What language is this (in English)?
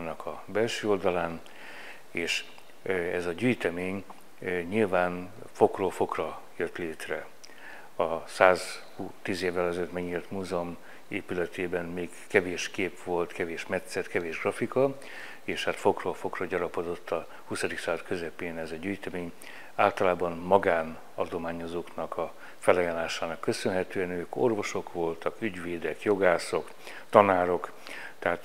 Hungarian